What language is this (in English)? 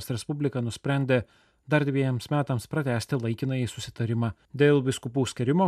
Lithuanian